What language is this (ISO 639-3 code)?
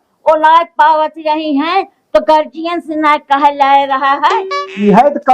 awa